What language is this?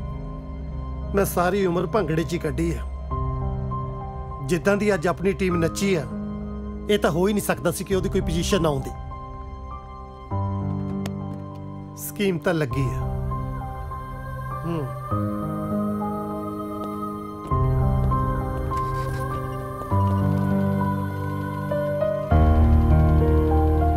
Punjabi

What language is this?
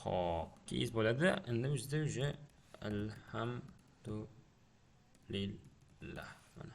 Uzbek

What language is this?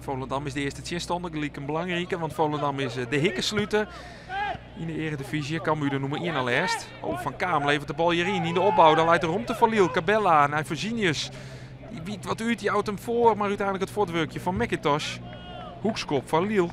Western Frisian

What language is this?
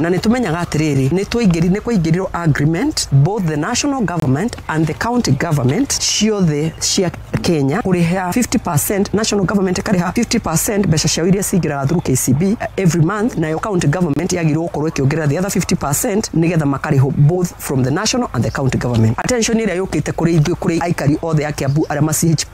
Kikuyu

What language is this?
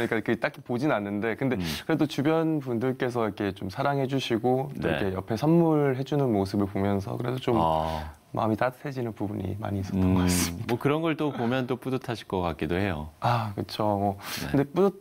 Korean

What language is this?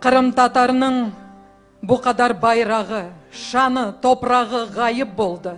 Crimean Tatar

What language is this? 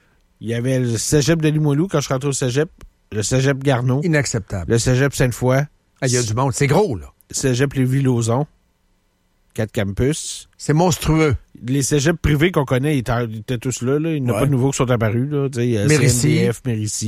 French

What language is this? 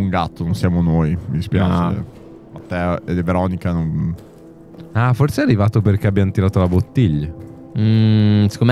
Italian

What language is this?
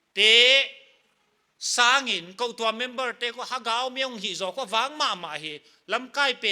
Paite Chin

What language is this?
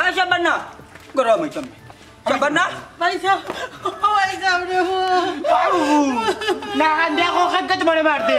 Sylheti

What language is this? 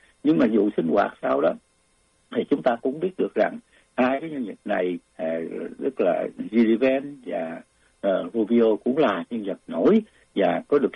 Vietnamese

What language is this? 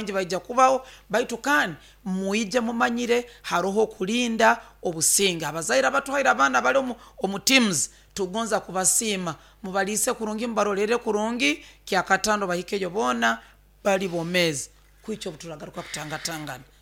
Nyoro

